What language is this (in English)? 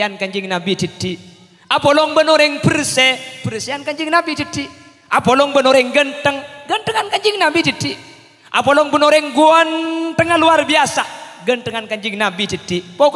Madurese